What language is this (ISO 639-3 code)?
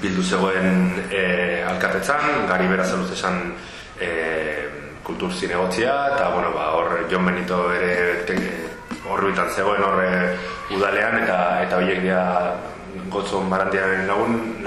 eus